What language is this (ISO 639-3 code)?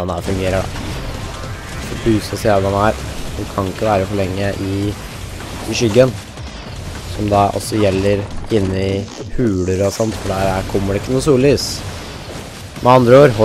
nor